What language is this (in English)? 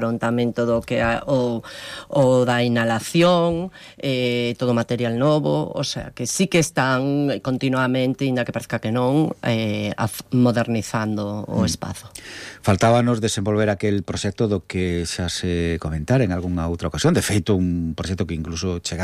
Galician